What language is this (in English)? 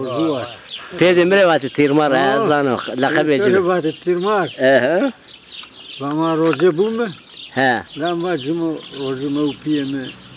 Zaza